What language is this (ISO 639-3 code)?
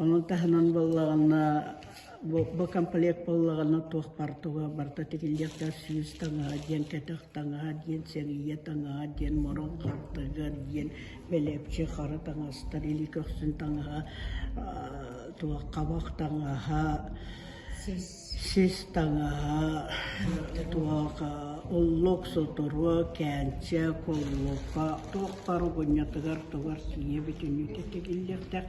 sah